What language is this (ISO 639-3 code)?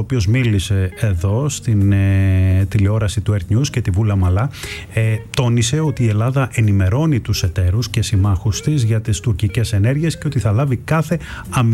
ell